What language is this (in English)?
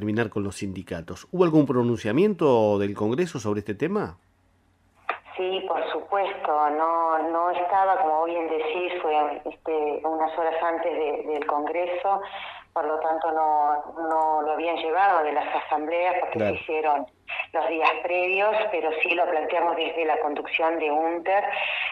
Spanish